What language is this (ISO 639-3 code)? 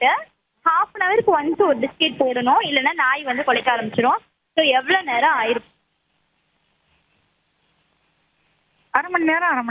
tam